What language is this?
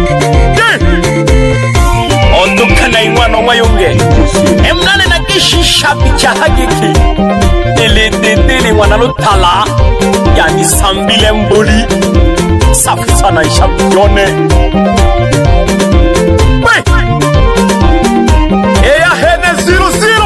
Swahili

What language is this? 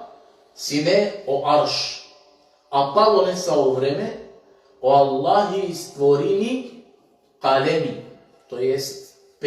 Balkan Romani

